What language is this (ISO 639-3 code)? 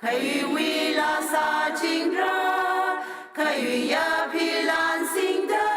nmf